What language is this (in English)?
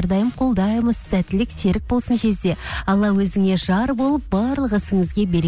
Kazakh